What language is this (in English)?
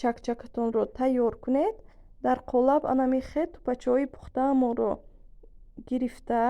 Tajik